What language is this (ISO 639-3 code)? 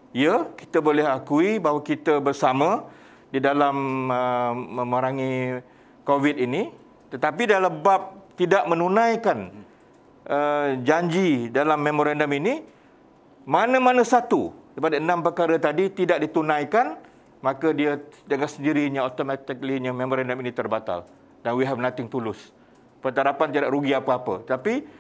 msa